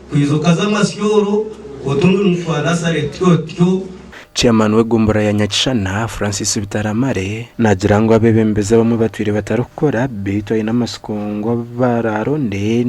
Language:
Nyankole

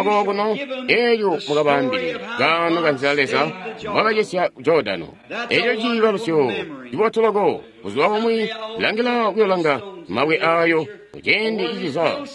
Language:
Tonga (Zambia)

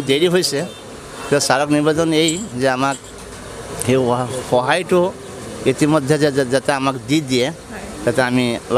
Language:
Assamese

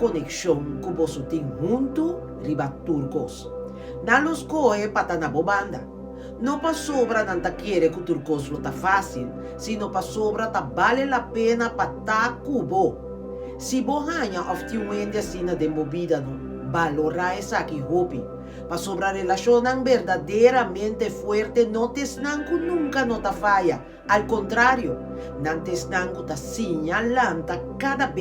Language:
Papiamento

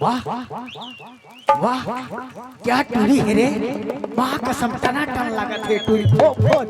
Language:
Chhattisgarhi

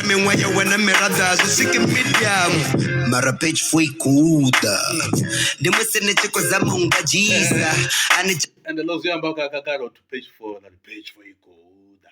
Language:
Venda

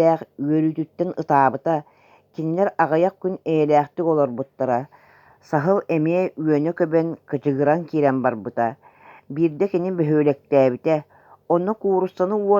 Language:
Yakut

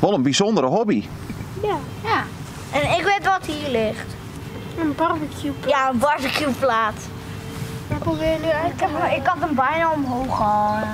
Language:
Western Frisian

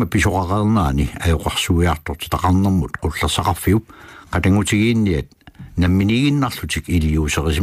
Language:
Kalaallisut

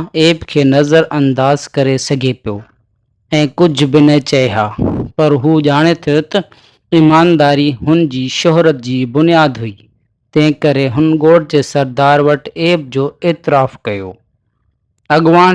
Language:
Sindhi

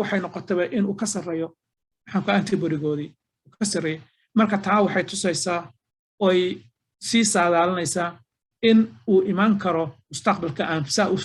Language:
Somali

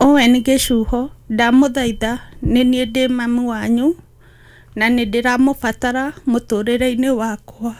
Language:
Kikuyu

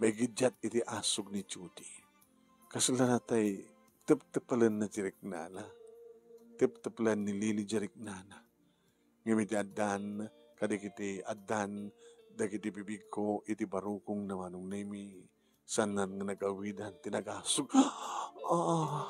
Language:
Iloko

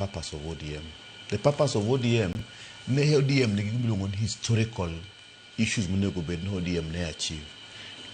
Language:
Luo (Kenya and Tanzania)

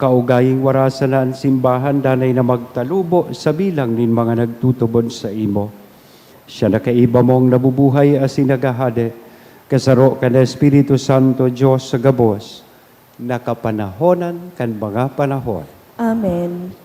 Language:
Bikol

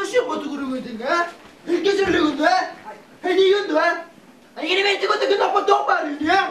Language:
Yakut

